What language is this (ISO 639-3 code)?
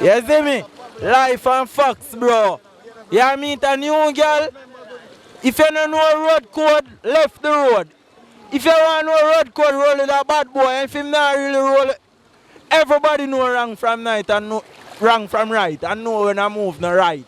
jam